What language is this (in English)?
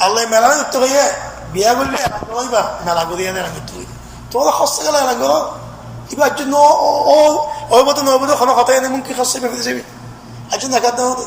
Rohingya